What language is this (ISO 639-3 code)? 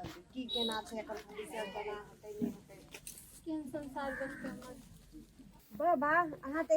mai